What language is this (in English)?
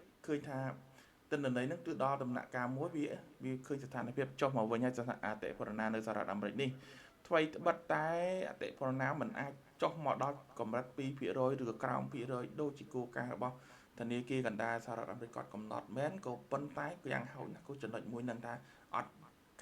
Khmer